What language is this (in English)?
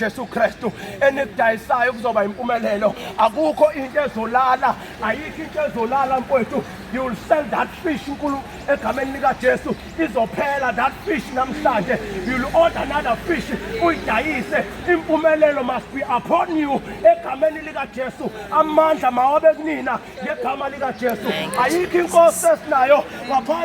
Zulu